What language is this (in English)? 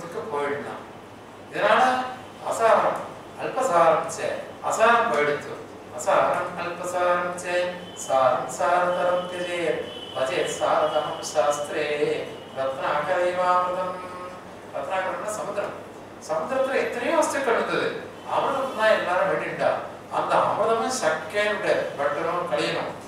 Tamil